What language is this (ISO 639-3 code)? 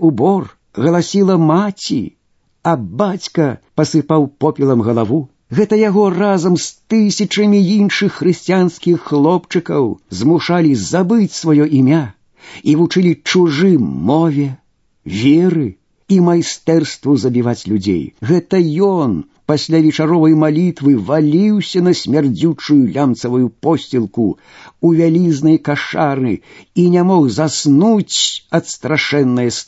bel